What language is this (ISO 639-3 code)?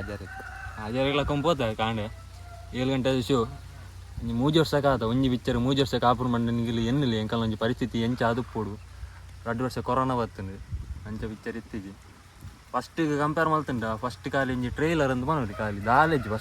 tcy